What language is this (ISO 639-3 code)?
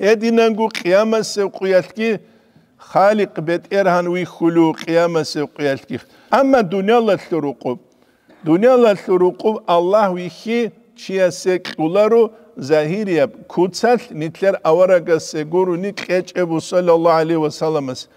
ava